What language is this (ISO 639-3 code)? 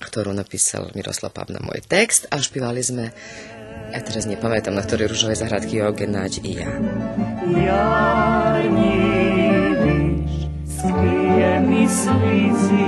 rue